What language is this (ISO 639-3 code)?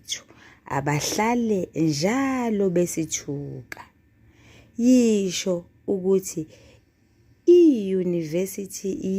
zul